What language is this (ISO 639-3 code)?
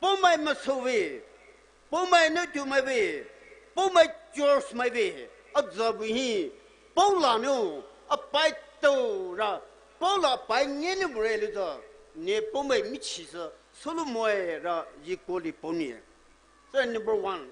pmx